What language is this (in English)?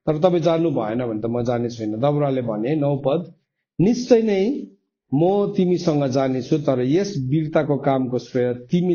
Nepali